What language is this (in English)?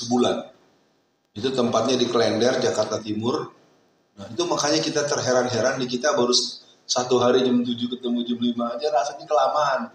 Indonesian